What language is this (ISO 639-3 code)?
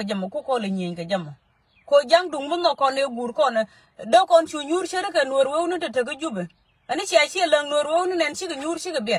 nus